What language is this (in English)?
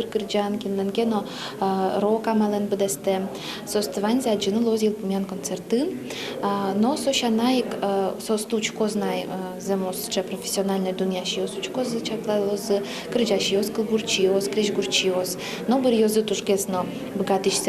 Udmurt